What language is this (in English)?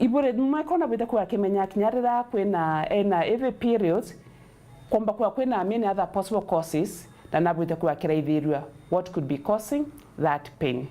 Meru